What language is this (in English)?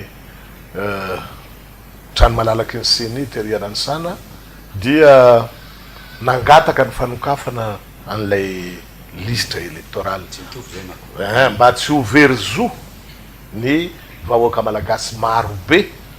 Malagasy